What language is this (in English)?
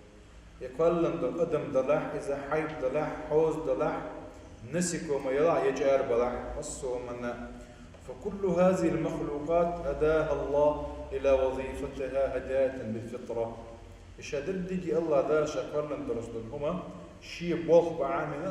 Chechen